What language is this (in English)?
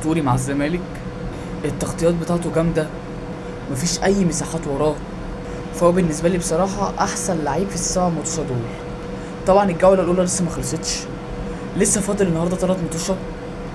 Egyptian Arabic